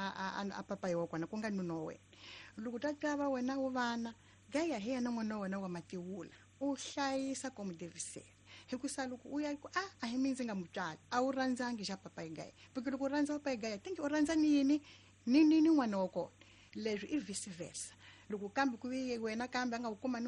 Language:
Tsonga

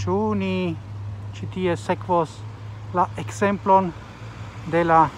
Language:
Esperanto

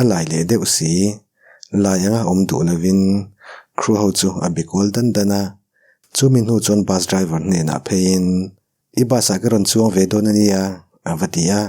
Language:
Mizo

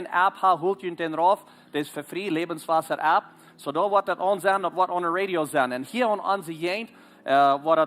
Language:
Plautdietsch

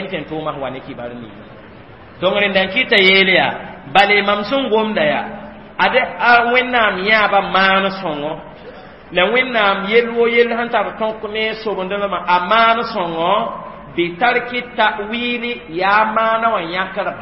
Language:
Mossi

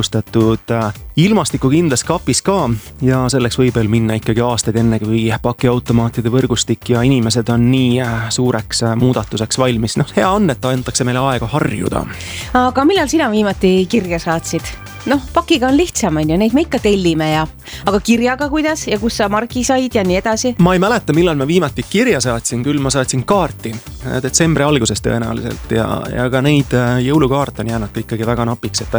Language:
Estonian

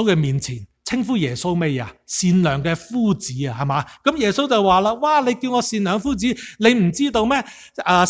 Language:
Cantonese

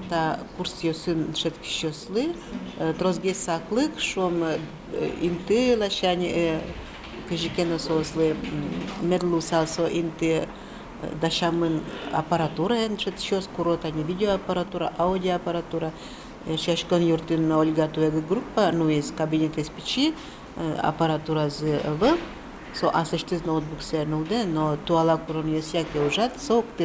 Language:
Udmurt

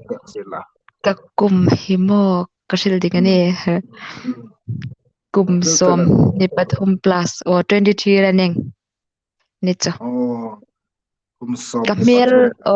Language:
Hmar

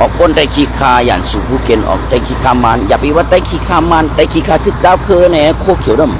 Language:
Shan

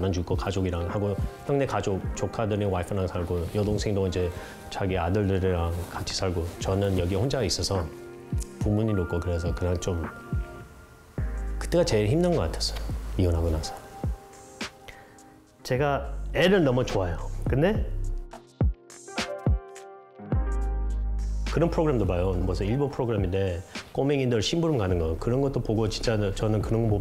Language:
Korean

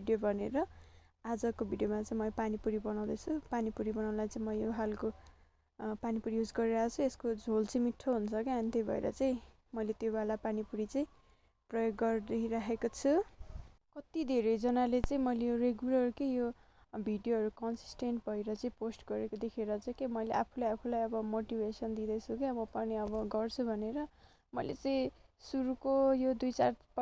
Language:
Nepali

